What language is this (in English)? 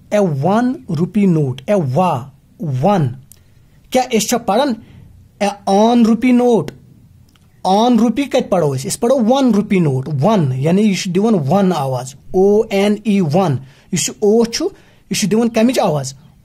Kashmiri